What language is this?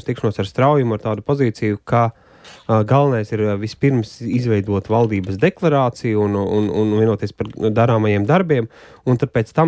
Latvian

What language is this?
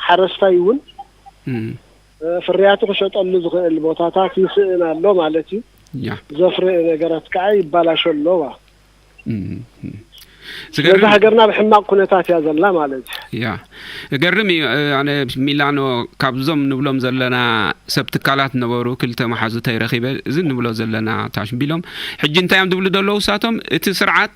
Tigrinya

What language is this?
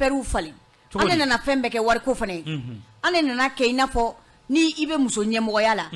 Bambara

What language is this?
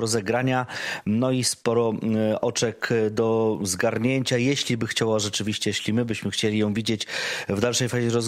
Polish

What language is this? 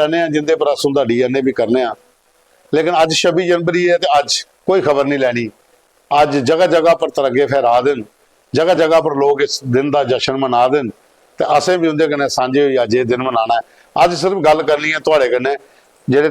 Dogri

